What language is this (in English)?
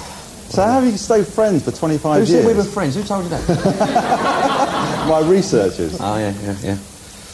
English